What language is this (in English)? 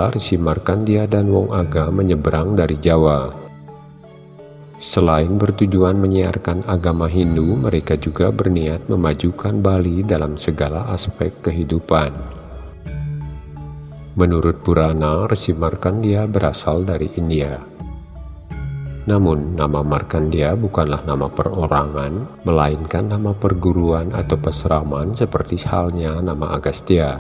Indonesian